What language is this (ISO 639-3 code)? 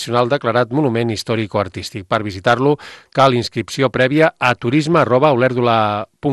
cat